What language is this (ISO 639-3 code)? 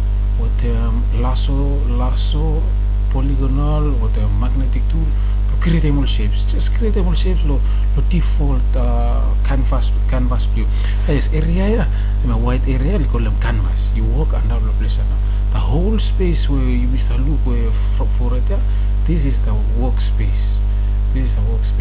bis